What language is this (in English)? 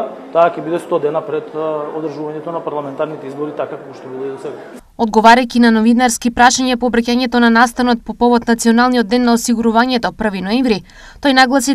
Macedonian